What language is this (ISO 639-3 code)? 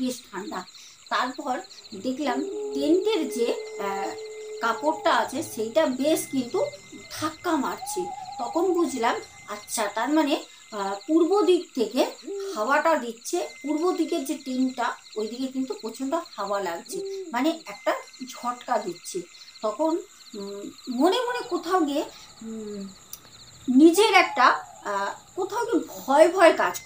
ben